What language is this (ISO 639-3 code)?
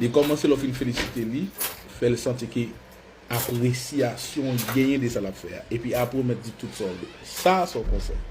hat